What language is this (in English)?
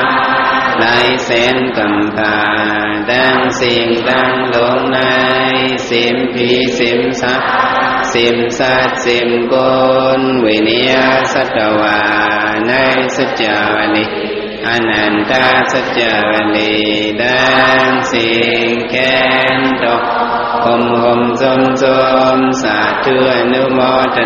Shan